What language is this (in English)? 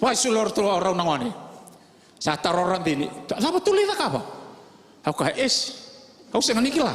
Fijian